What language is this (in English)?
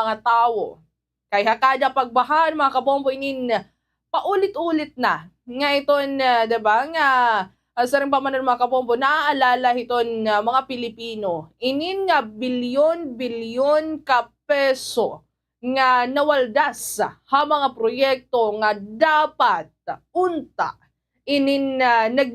Waray